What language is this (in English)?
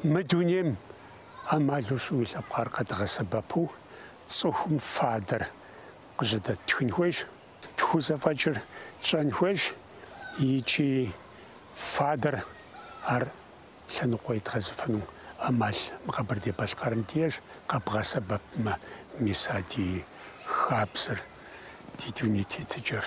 Kabardian